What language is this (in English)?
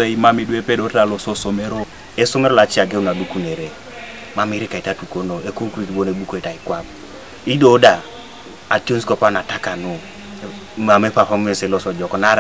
Teso